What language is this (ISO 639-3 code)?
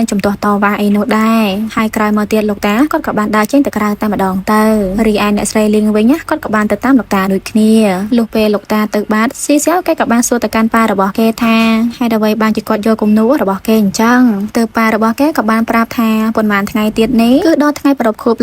khm